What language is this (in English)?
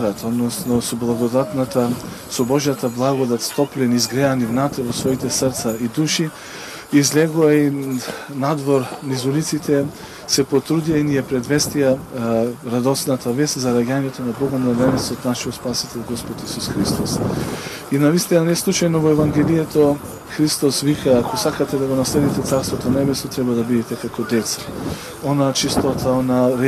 Macedonian